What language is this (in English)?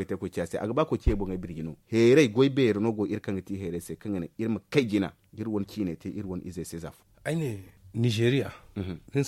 Zarma